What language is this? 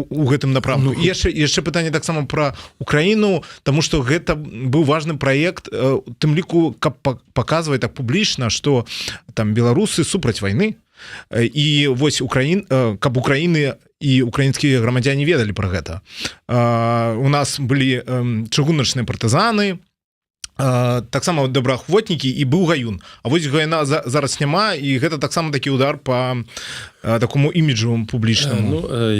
Belarusian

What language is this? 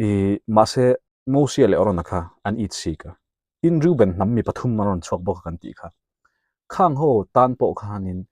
Mizo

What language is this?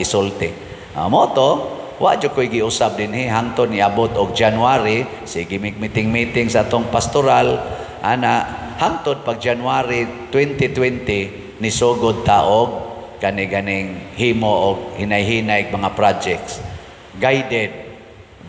Cebuano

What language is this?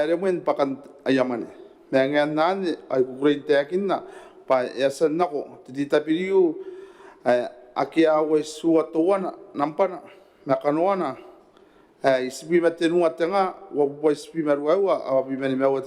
Gilbertese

